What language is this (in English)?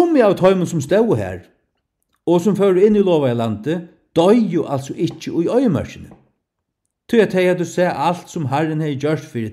Faroese